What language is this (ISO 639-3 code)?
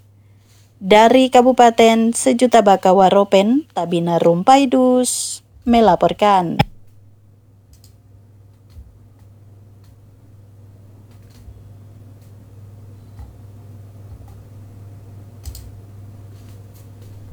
ind